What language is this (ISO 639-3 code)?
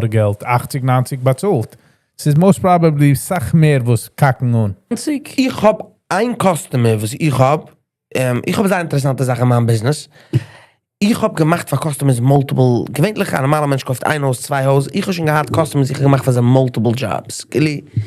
yid